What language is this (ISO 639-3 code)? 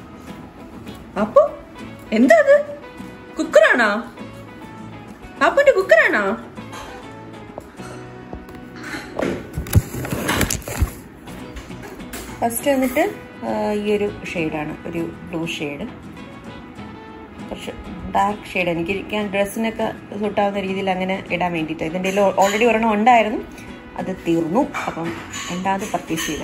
mal